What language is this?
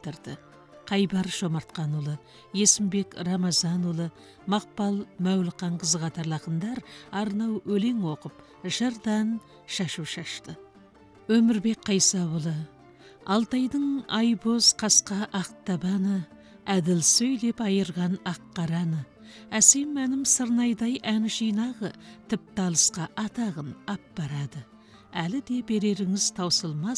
Kazakh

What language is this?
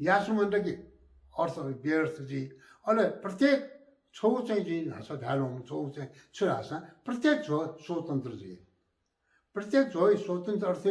Newari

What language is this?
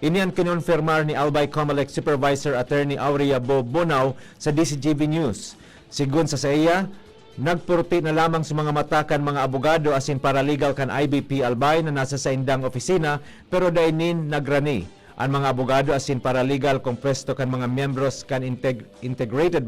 Bikol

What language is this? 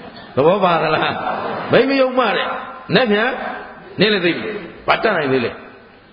Burmese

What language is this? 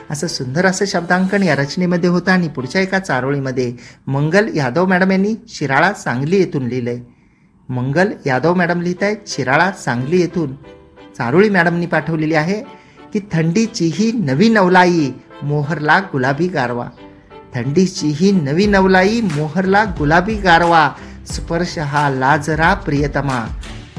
Marathi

